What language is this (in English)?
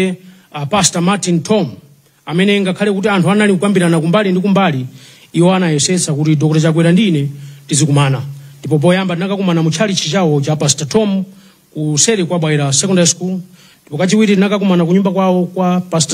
Nyanja